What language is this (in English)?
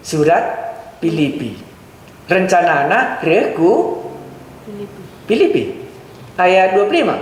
Batak Karo